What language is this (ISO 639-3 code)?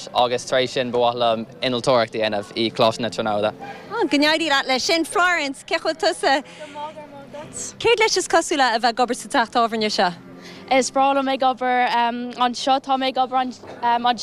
gle